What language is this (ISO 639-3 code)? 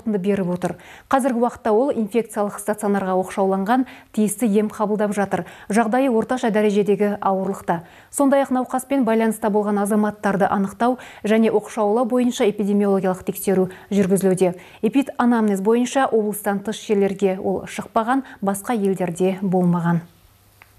kaz